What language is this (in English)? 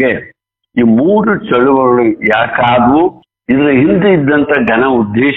Kannada